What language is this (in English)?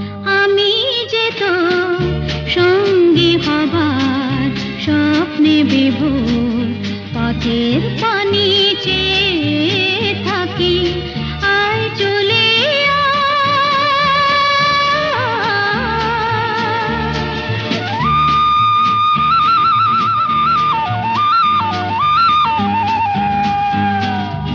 Bangla